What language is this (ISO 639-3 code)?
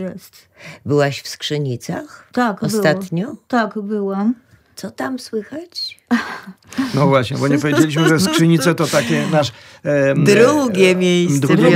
pol